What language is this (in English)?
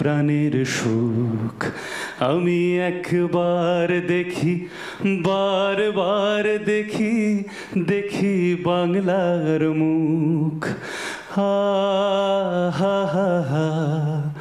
Bangla